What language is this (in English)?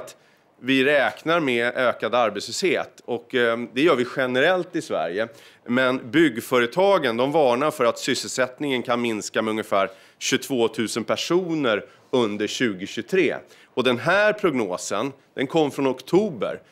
Swedish